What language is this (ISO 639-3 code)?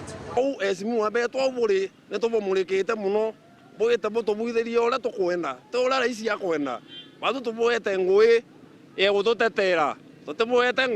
mer